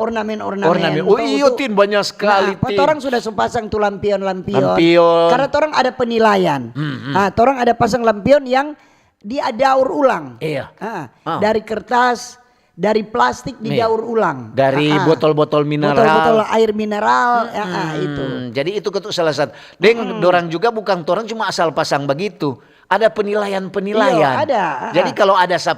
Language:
Manado Malay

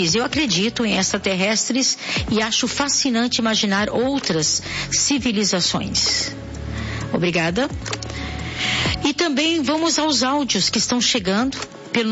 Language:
Portuguese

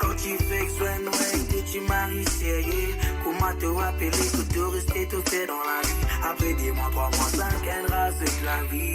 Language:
Morisyen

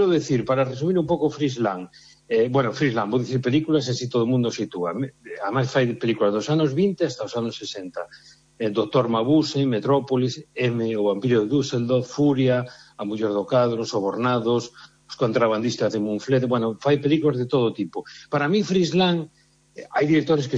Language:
Galician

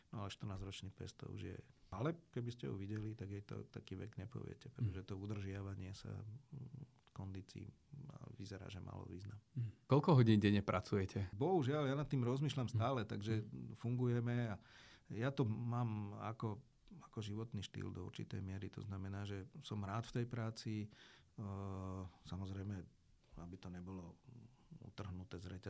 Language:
Slovak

